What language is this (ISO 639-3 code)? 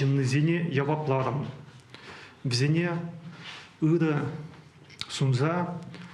chv